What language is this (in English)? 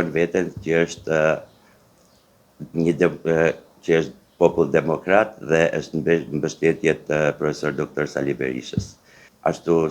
Albanian